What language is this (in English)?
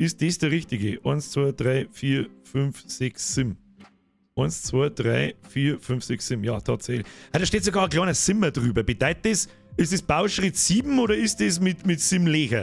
Bavarian